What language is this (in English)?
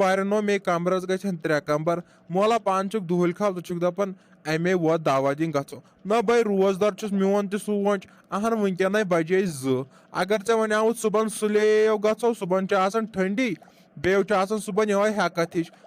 Kashmiri